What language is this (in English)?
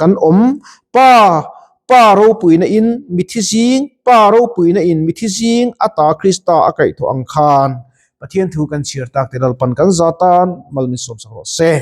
Mizo